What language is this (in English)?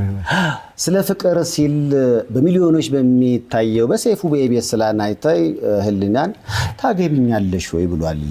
Amharic